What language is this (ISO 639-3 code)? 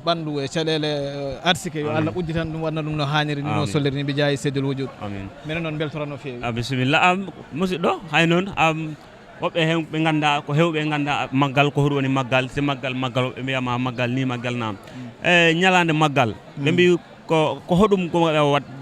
ful